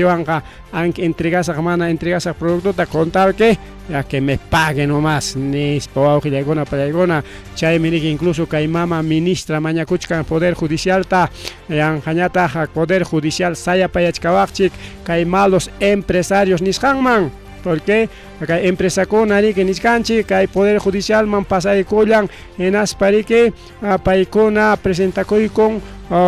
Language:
Ayacucho Quechua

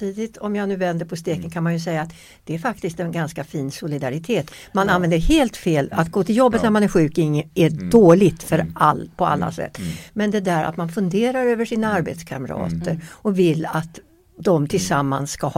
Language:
Swedish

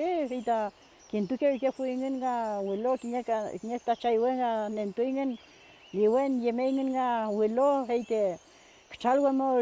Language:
Mapuche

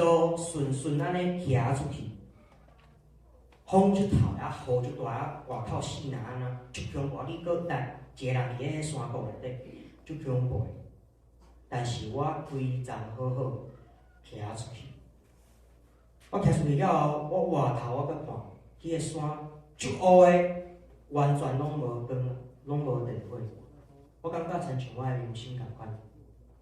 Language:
Min Nan Chinese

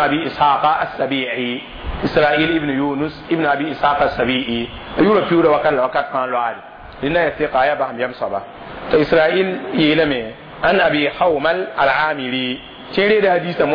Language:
Mossi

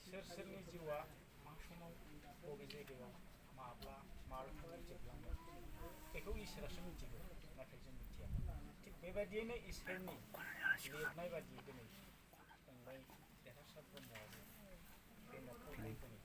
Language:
Bodo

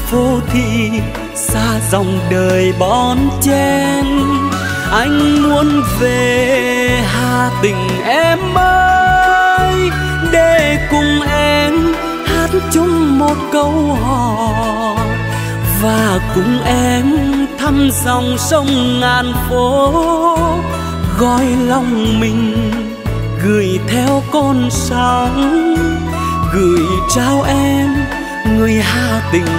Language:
Vietnamese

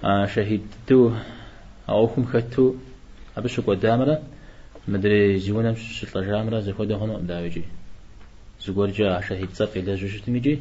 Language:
Kabardian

